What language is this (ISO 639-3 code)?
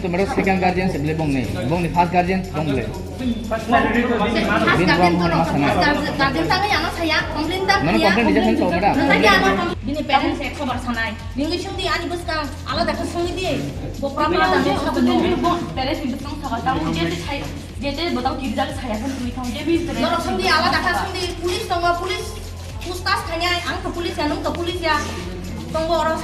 trp